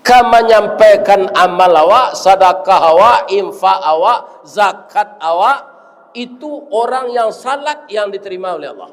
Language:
Minangkabau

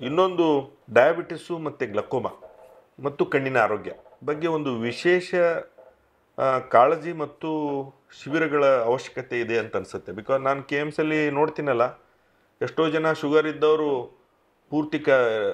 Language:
Kannada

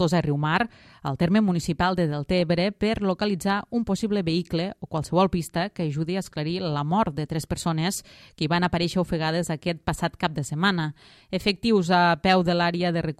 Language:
Catalan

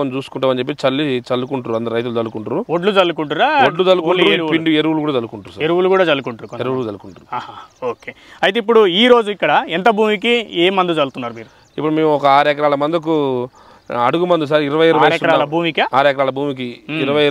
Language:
Telugu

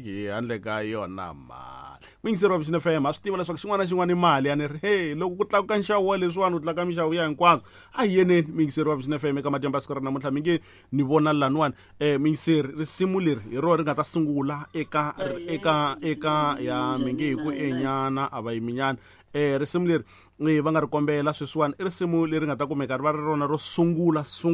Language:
Tsonga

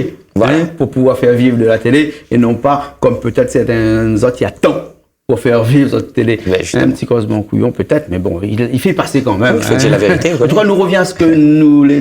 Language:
Réunion Creole French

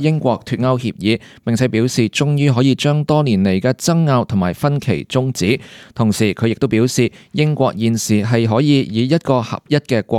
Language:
Cantonese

